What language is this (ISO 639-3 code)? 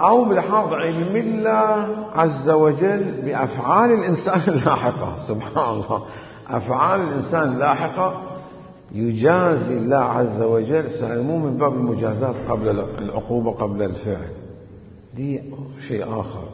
acm